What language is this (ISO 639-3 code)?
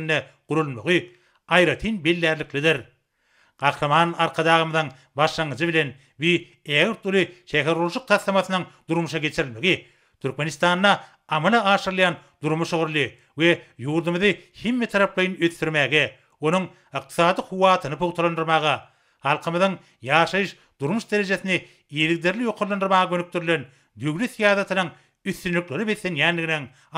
tuk